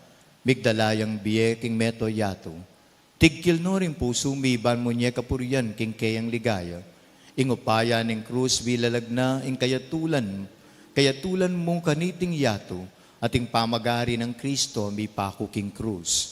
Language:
Pampanga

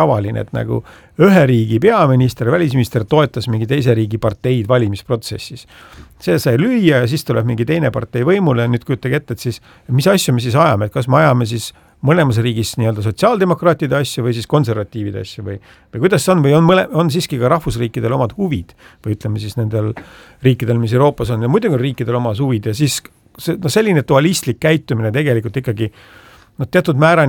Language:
Estonian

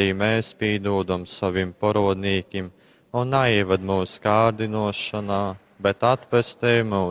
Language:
Latgalian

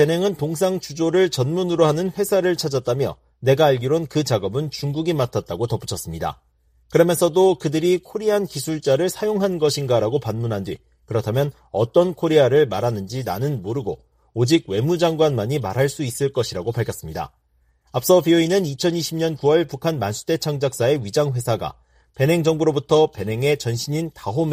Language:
Korean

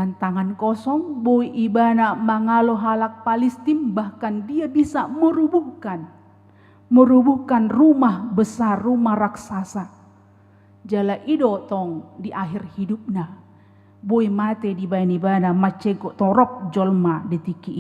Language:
Batak Toba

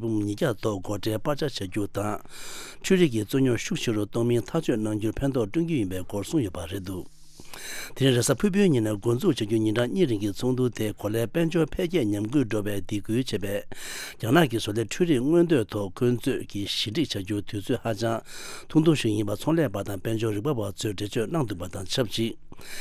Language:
Tibetan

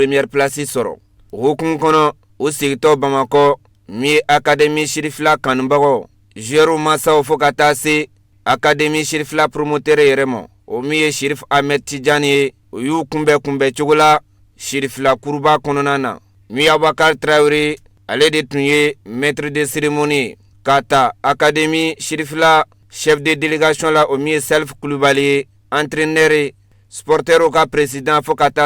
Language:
Bambara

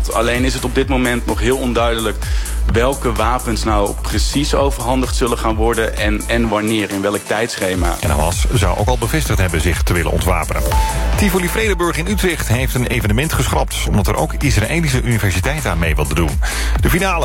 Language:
Dutch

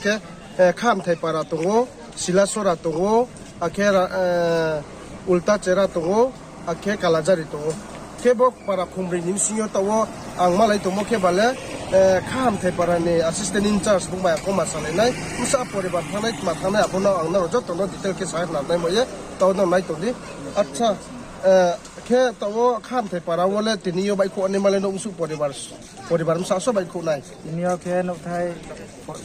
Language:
Riang (India)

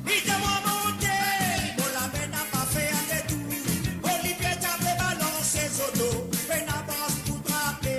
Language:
Morisyen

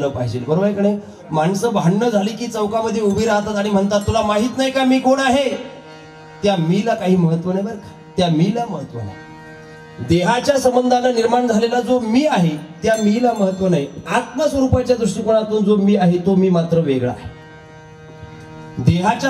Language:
Marathi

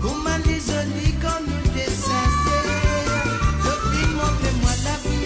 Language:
Morisyen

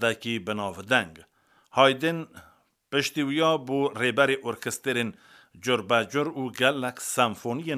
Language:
Kurdish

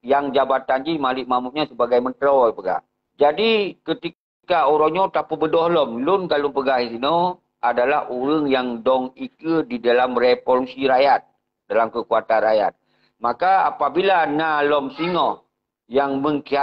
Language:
Achinese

